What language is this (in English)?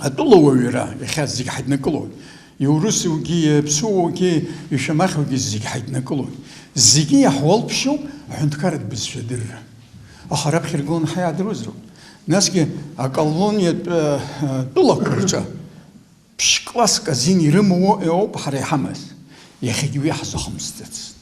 Abkhazian